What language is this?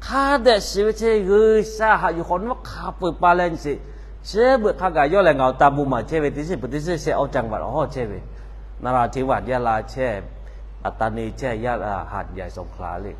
Lahu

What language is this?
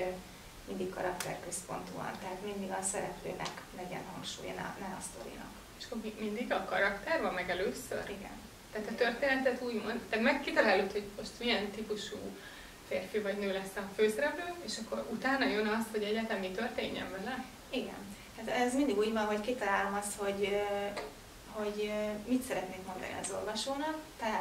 Hungarian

